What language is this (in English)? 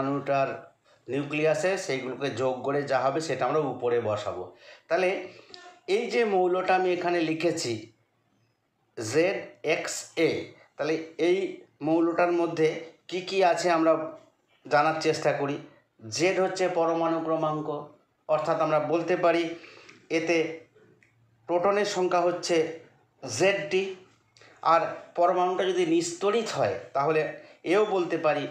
Bangla